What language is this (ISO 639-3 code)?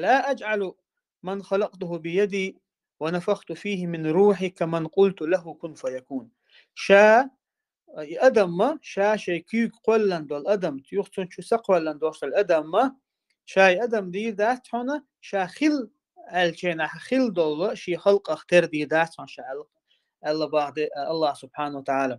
che